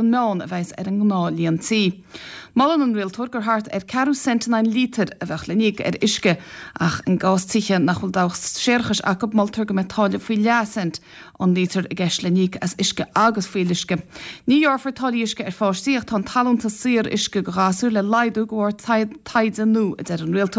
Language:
Irish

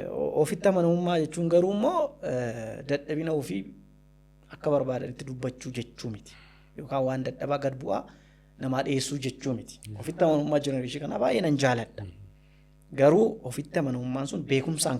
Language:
Oromo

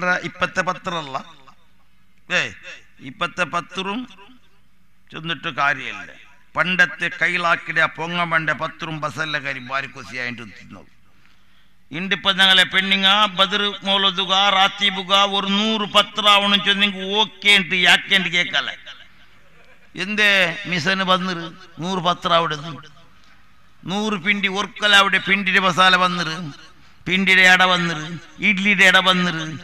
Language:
Malayalam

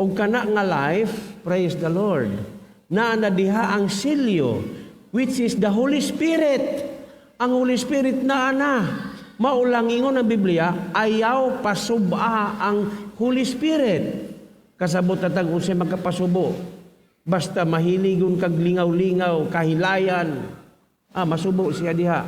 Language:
Cebuano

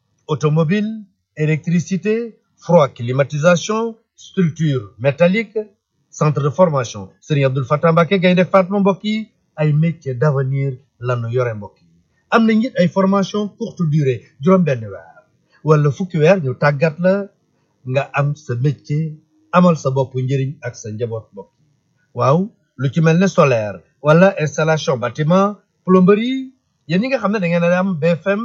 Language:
Wolof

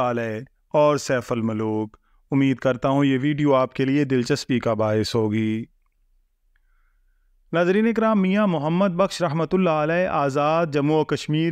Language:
Urdu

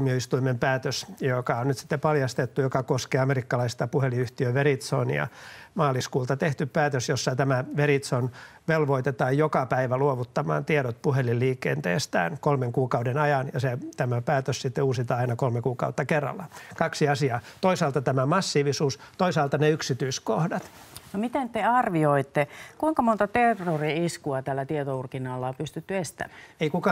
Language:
Finnish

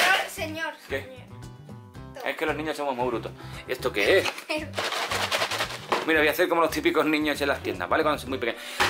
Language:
Spanish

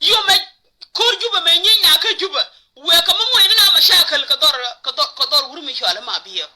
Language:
Nuer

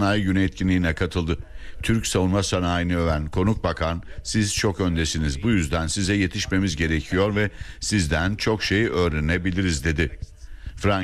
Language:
Turkish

